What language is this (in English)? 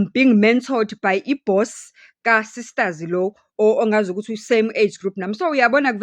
Zulu